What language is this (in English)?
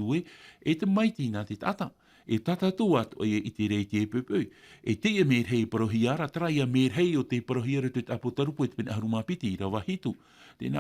Tahitian